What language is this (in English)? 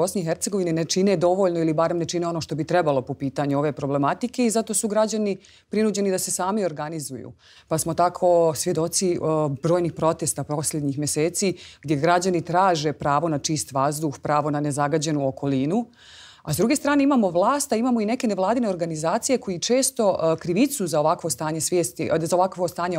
Bosnian